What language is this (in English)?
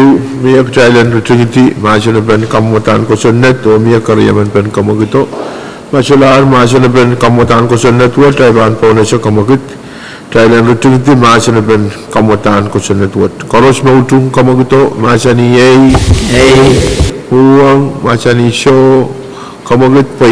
Pohnpeian